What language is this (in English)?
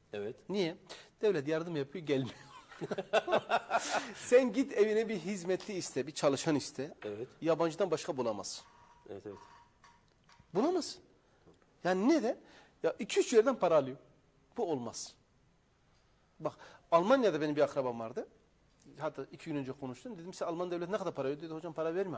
Turkish